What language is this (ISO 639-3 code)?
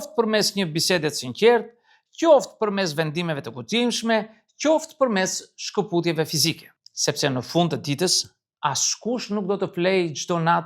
sqi